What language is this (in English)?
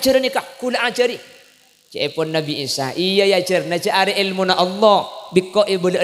Madurese